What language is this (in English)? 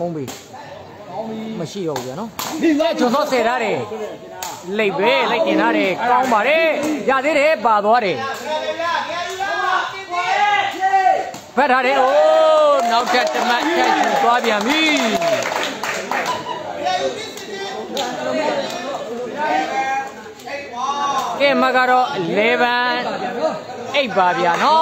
Burmese